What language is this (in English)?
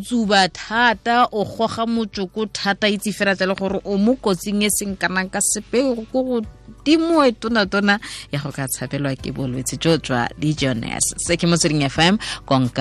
Tswana